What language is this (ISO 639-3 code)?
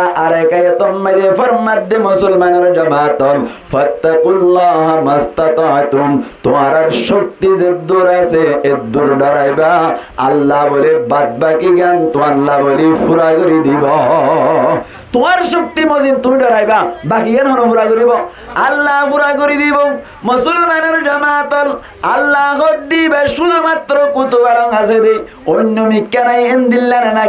rhg